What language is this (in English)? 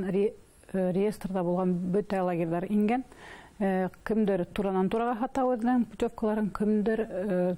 Bashkir